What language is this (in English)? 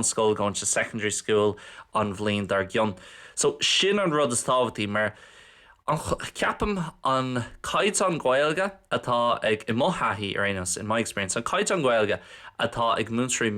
Irish